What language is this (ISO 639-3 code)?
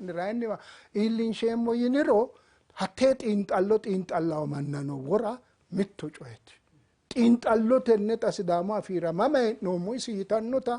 sid